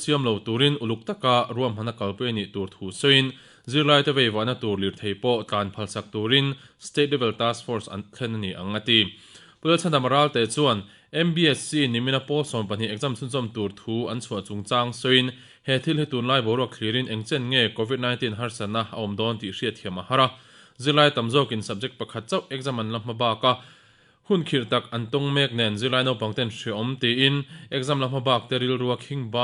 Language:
Mizo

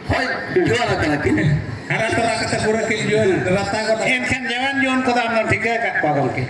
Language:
Santali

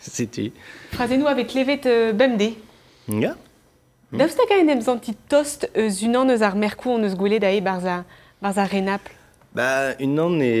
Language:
Breton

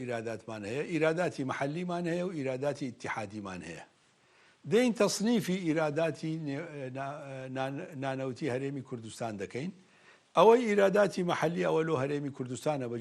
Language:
Central Kurdish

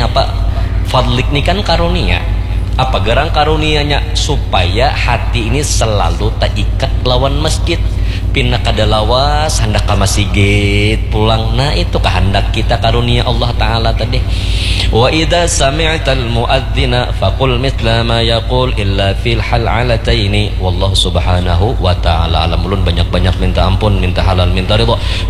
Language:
Banjar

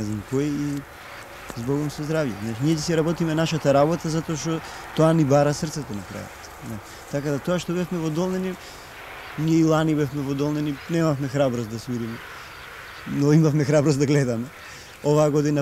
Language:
Macedonian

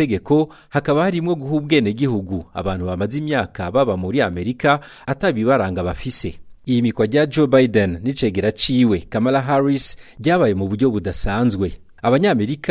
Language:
Rundi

